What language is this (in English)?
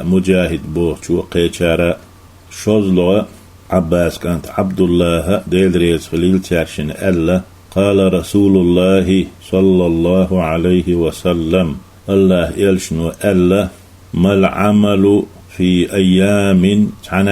Chechen